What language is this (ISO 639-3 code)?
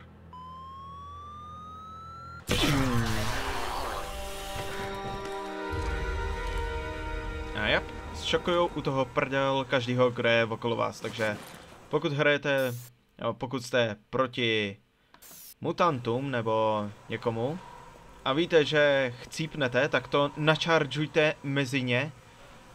ces